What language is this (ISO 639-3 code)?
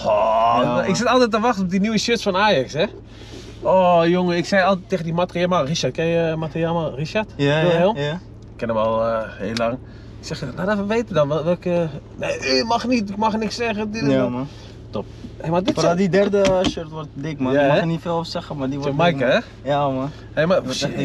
nld